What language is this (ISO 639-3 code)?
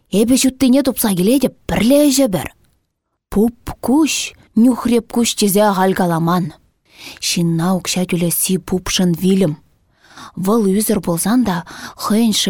chv